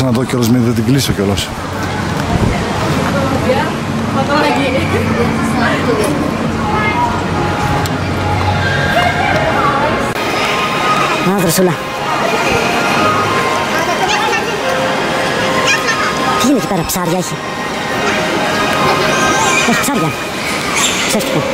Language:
Greek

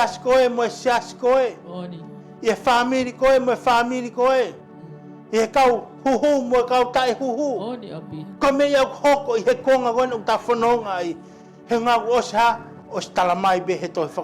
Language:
Tongan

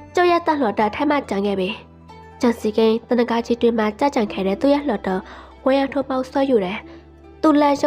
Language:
Burmese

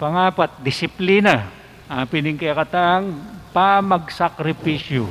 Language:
Pampanga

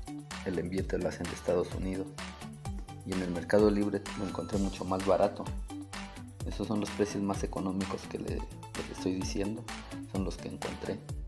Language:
Spanish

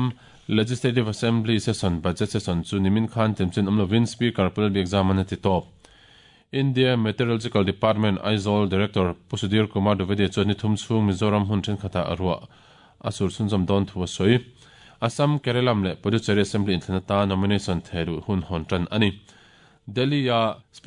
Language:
Mizo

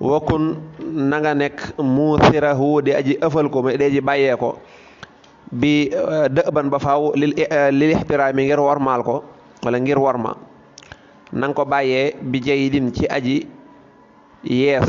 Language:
Wolof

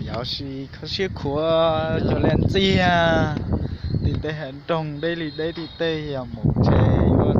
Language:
Hmong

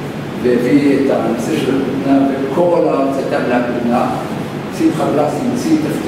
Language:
Hebrew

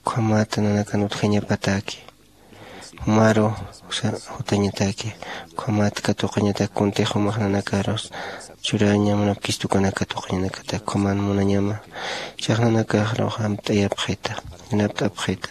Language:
Aymara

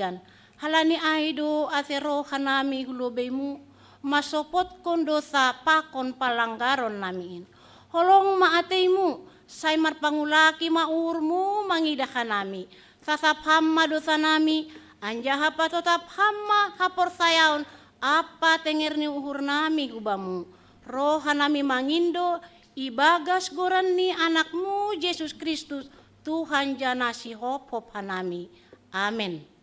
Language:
Batak Simalungun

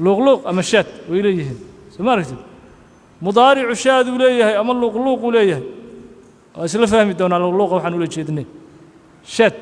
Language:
Somali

